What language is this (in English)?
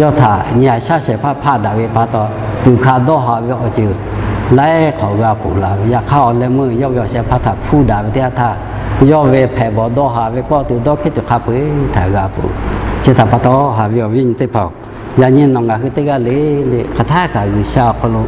Lahu